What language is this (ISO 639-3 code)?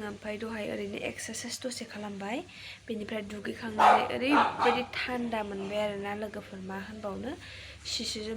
brx